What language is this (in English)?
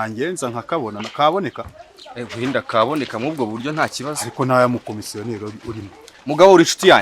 Kinyarwanda